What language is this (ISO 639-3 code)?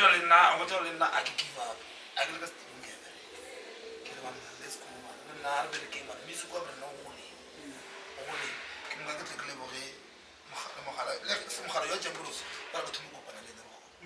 nso